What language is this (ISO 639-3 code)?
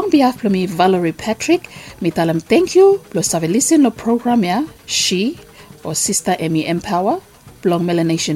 bis